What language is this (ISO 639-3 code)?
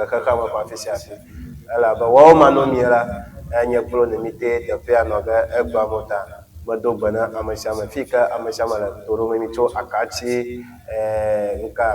ewe